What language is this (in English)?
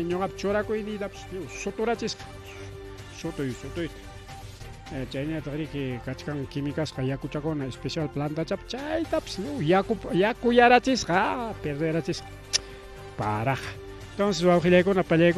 Ayacucho Quechua